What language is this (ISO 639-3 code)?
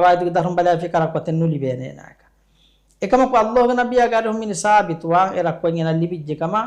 div